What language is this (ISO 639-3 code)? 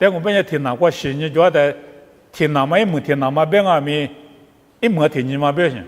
lis